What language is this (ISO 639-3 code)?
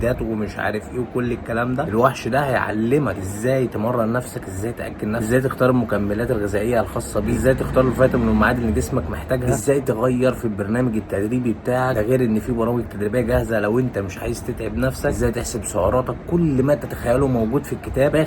arz